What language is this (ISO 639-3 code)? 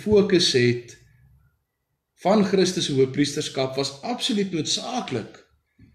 afr